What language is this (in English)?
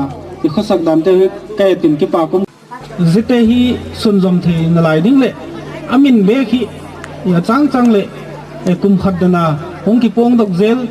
Gangte